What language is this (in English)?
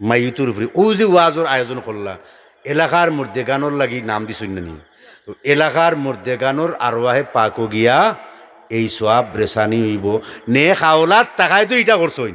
Sylheti